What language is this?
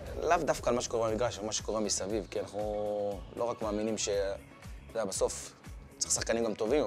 Hebrew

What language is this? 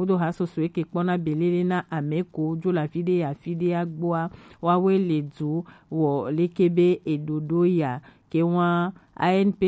Gen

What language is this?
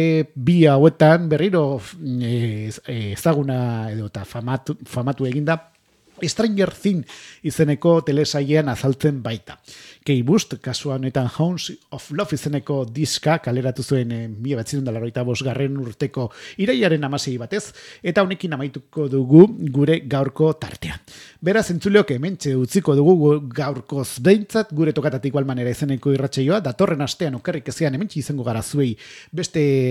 Basque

